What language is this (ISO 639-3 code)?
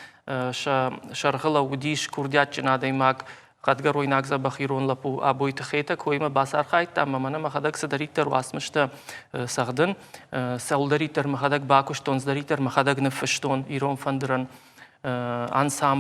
oss